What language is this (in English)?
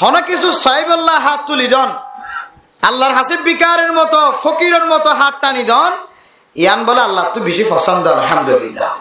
Rohingya